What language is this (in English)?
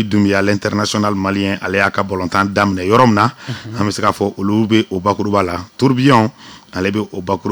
Bambara